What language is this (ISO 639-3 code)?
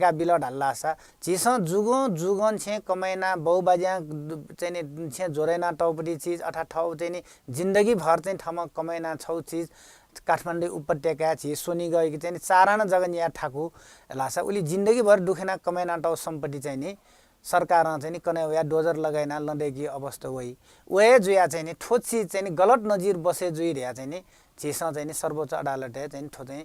new